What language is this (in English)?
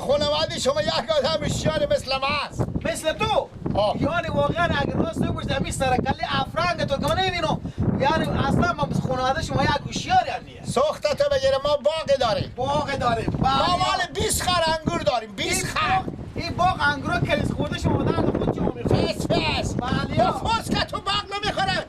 Persian